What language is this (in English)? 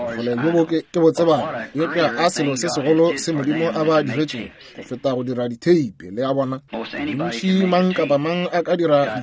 Northern Sotho